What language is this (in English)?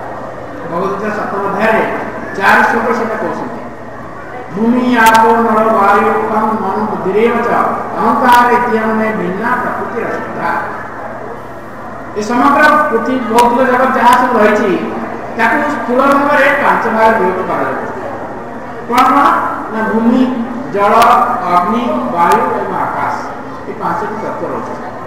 Odia